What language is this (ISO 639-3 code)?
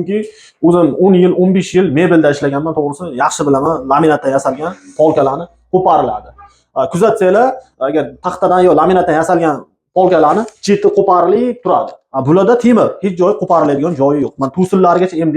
uzb